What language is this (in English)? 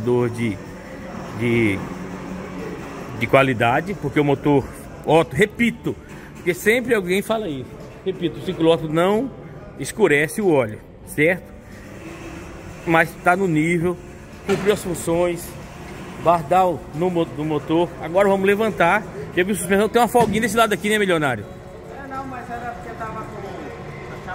Portuguese